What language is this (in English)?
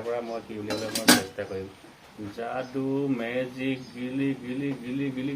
Assamese